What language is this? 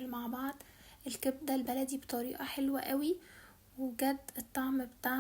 Egyptian Arabic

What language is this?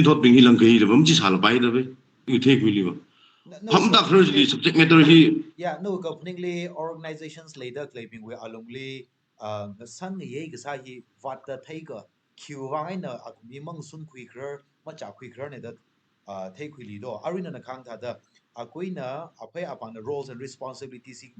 Tangkhul Naga (India)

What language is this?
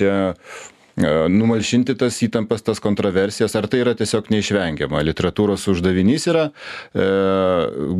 Lithuanian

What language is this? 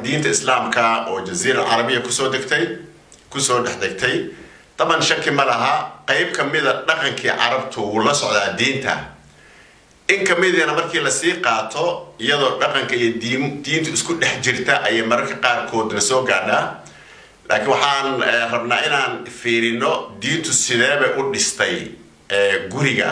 Somali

